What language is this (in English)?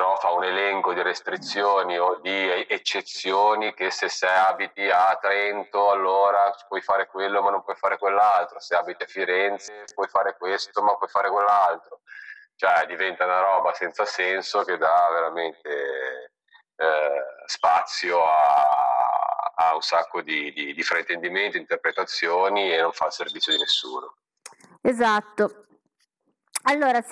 Italian